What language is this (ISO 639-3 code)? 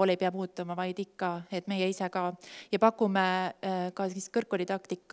est